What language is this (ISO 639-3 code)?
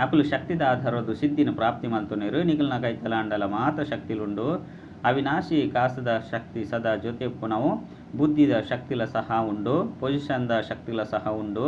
tcy